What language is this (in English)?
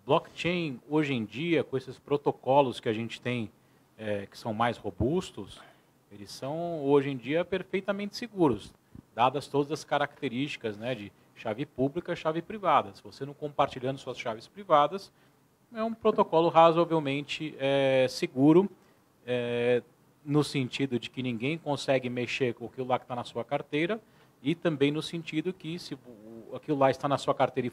Portuguese